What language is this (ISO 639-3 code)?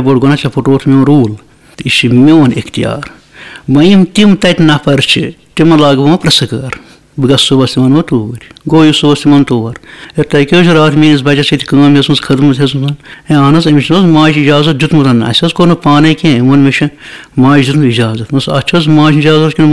kas